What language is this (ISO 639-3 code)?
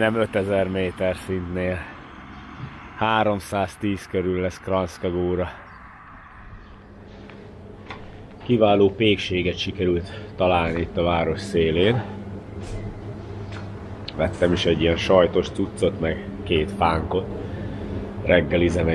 hun